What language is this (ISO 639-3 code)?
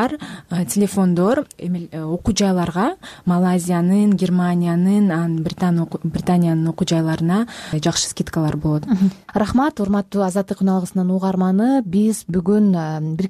kir